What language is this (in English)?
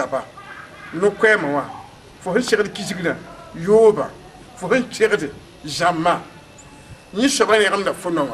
Mossi